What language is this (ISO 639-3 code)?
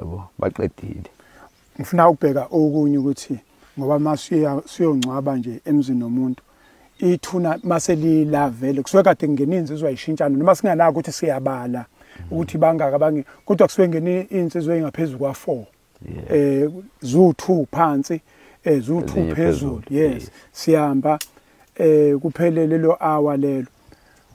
zul